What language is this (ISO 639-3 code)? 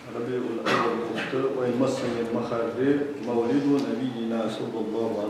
inh